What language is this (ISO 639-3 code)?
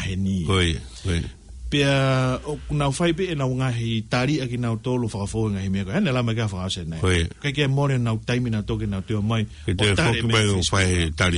ton